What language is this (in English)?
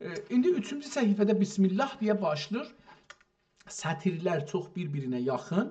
South Azerbaijani